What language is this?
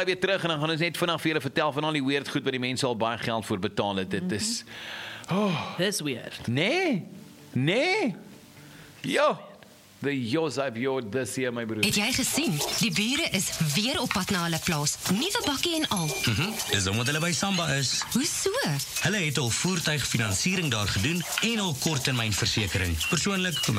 Afrikaans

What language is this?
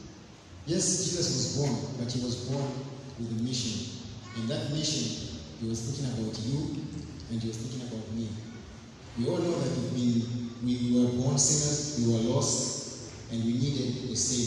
English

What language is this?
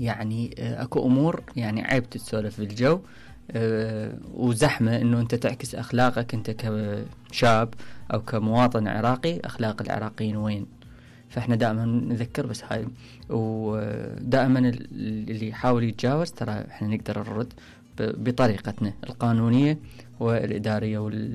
Mesopotamian Arabic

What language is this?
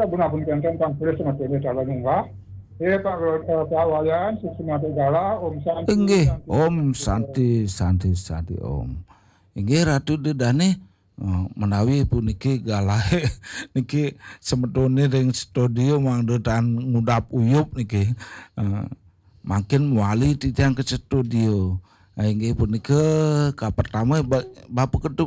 Balinese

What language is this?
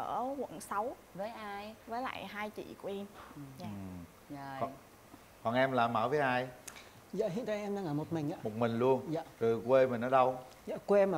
Vietnamese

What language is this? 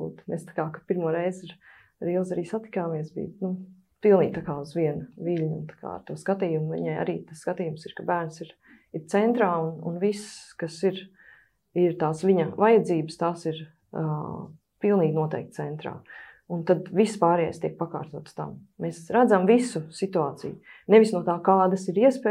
Latvian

